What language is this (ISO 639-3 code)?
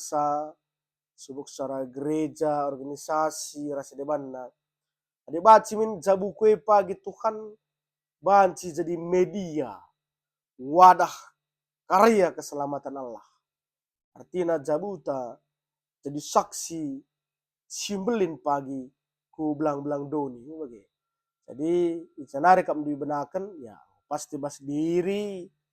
btx